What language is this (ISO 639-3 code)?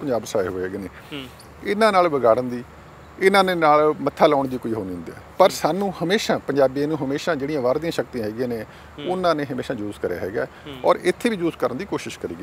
pan